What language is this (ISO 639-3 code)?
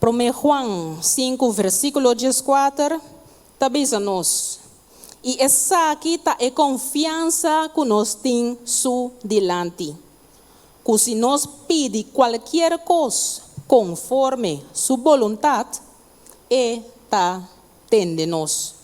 pap